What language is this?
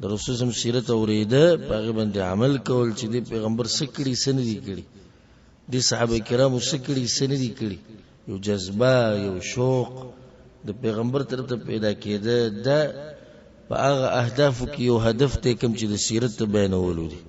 Pashto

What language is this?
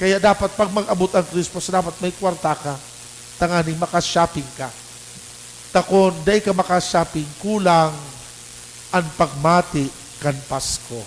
Bikol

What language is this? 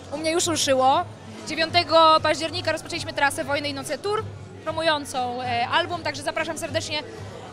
Polish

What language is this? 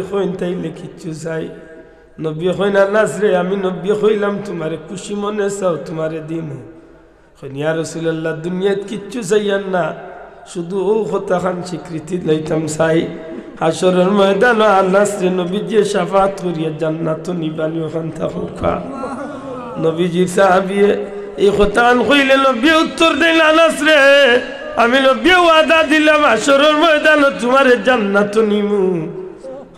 Sylheti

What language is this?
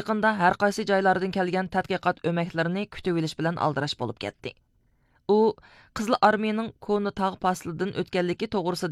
Uyghur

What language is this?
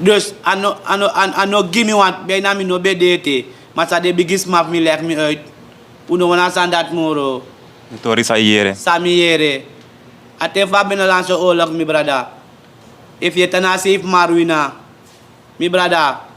Sranan Tongo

